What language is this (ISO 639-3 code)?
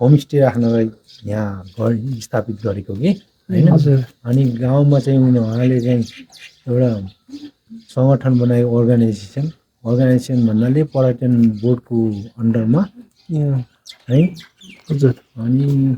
nep